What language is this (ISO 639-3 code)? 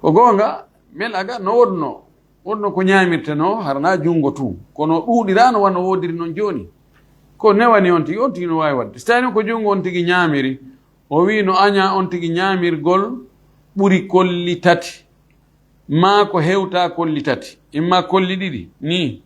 ful